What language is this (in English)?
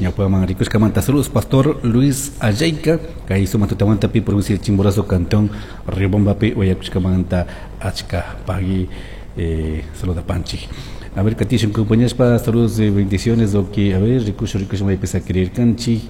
Chimborazo Highland Quichua